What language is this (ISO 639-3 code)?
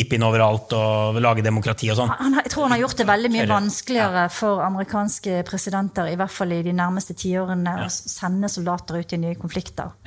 nor